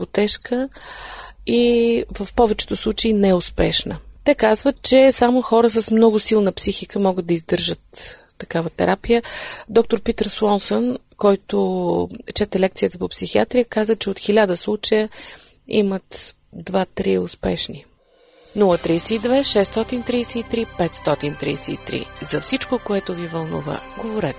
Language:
Bulgarian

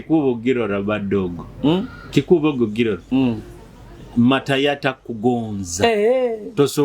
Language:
Nyoro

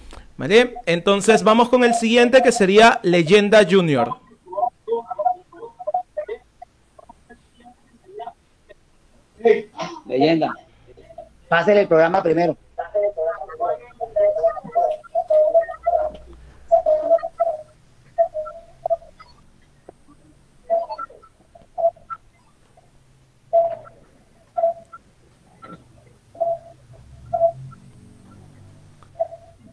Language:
Spanish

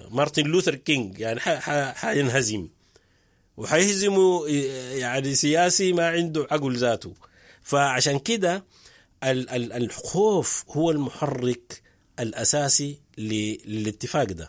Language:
Sudanese Arabic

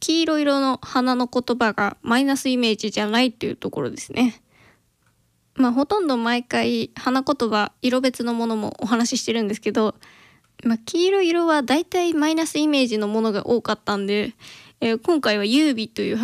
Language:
Japanese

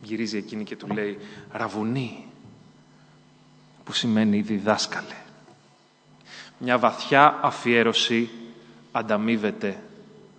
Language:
Greek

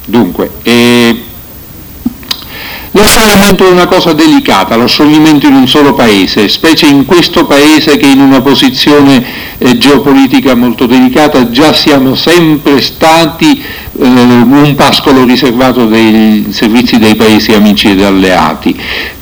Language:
Italian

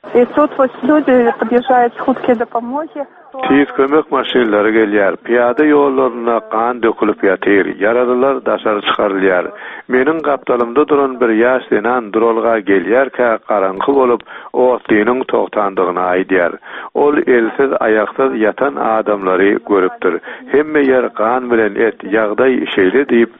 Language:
Turkmen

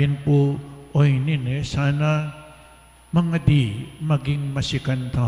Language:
Pampanga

